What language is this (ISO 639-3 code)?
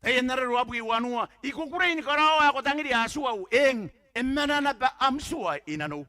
gil